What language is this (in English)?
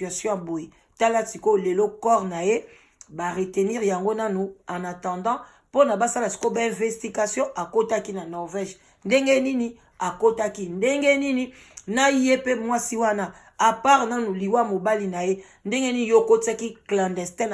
Lingala